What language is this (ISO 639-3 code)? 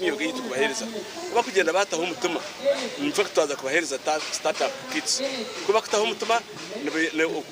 nyn